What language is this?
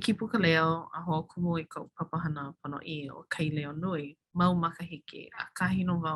Hawaiian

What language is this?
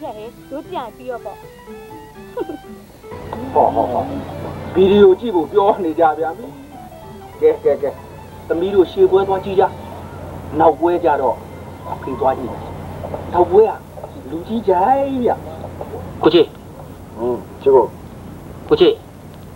Burmese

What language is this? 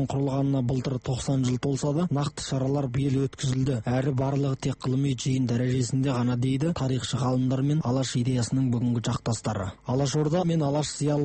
Kazakh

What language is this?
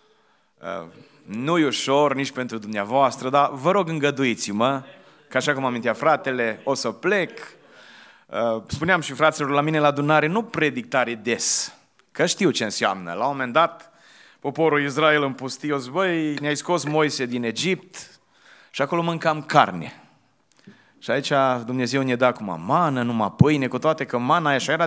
Romanian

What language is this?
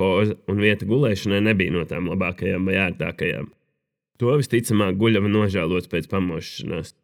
Latvian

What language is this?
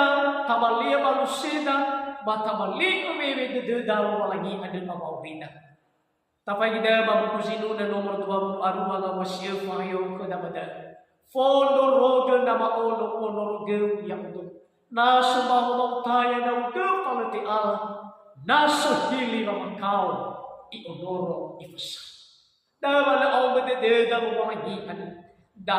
Nias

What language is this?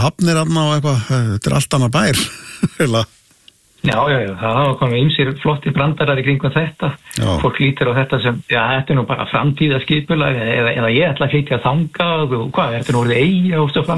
Icelandic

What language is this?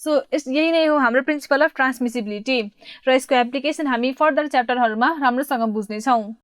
Nepali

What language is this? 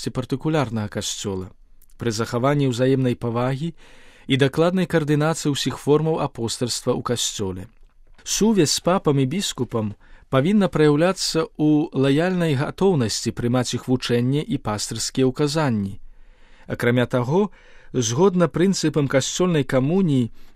Belarusian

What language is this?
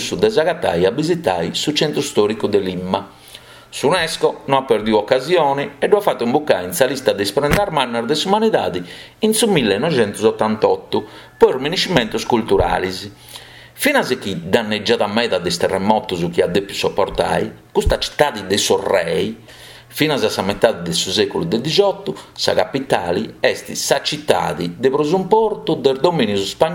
Sardinian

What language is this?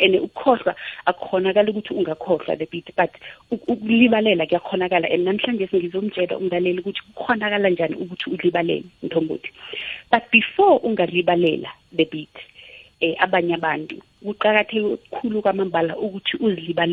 South Ndebele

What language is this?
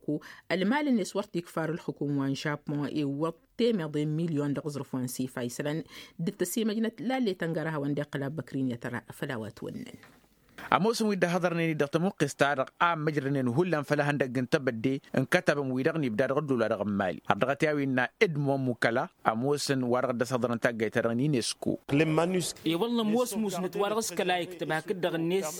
Tamasheq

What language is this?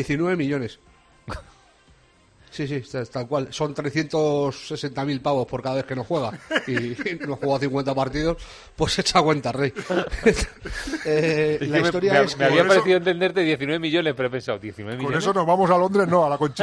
Spanish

